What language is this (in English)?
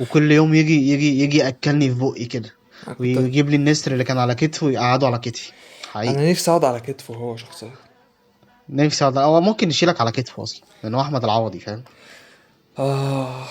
Egyptian Arabic